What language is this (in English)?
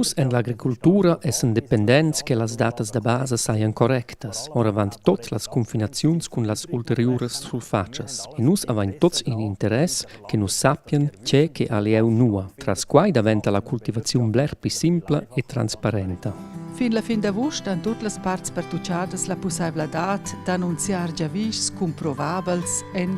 Romansh